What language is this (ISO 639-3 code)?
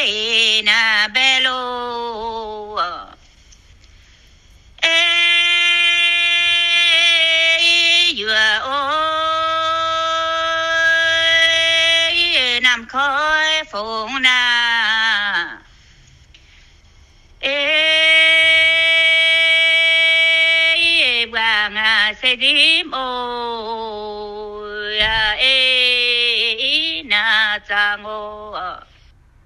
vie